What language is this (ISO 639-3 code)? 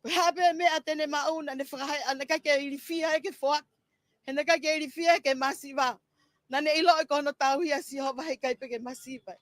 ton